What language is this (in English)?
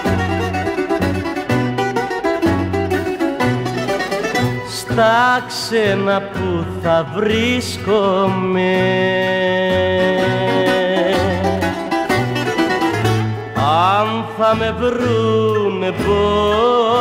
Greek